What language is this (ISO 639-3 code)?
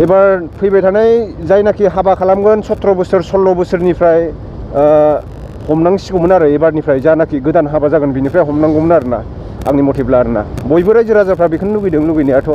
brx